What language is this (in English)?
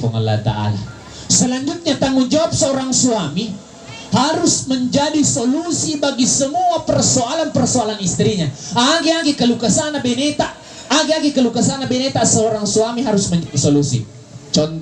Buginese